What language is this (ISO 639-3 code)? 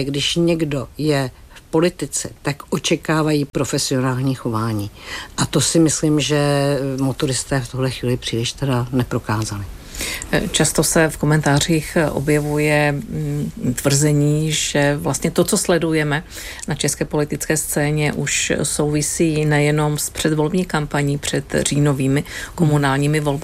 ces